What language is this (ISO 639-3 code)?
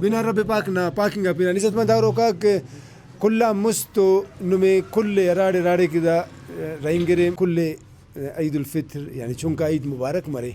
brh